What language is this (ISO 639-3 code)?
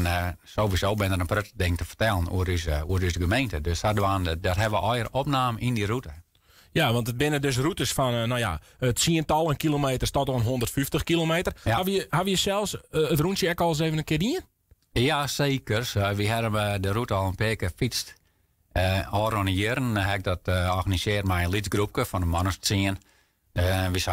fry